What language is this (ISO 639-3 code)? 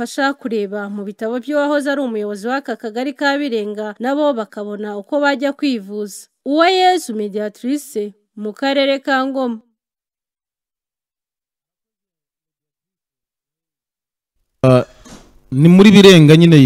kin